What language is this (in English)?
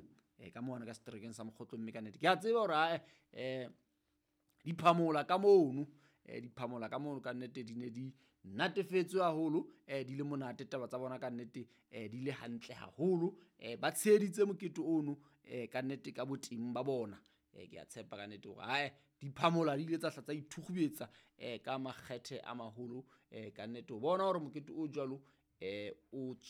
Southern Sotho